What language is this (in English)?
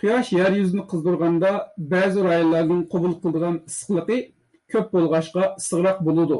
Uyghur